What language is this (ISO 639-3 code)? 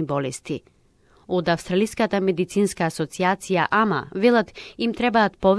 mkd